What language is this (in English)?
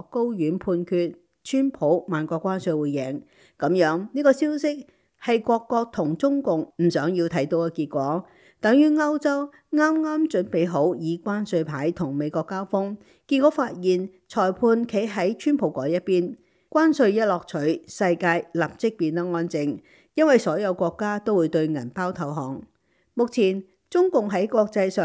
Cantonese